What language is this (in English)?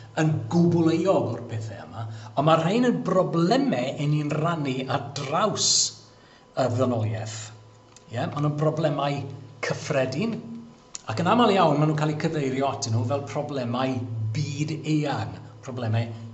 Welsh